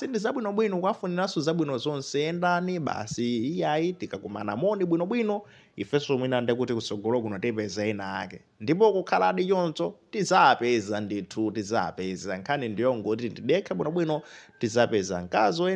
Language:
Nyanja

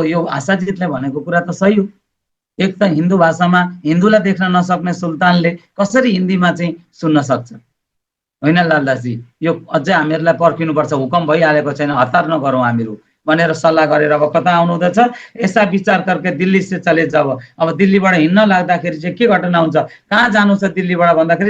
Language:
Nepali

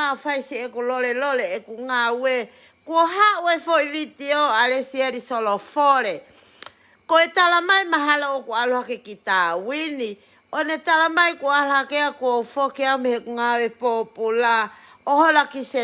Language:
Tongan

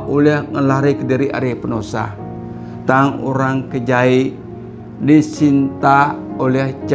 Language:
Iban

